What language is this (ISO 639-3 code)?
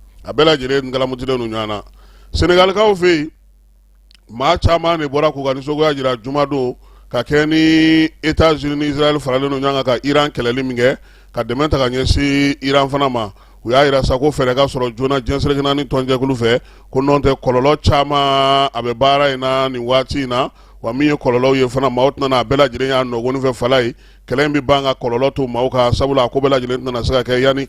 bam